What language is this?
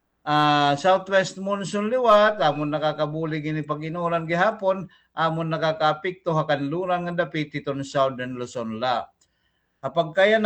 Waray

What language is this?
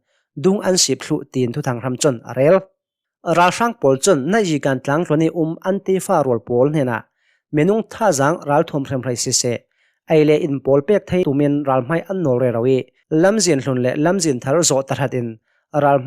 Hakha Chin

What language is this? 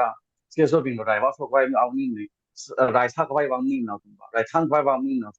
Tangkhul Naga (India)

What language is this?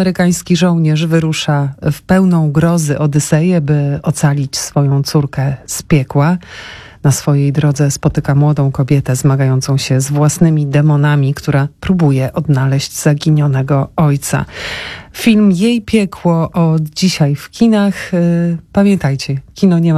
Polish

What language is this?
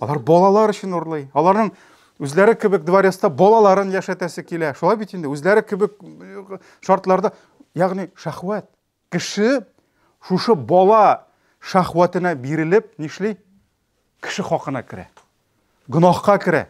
Tatar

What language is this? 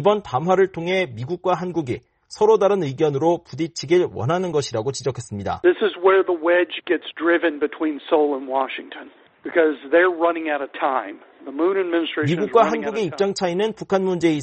Korean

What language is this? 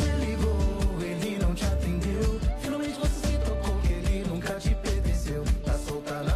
Portuguese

